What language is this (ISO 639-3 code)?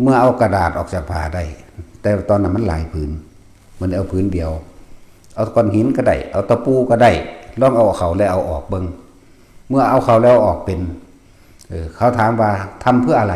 tts